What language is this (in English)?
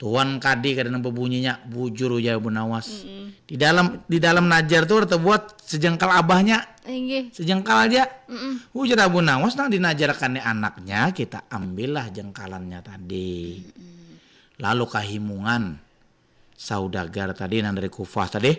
Banjar